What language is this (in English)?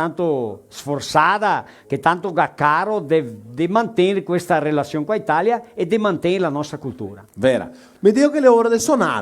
Venetian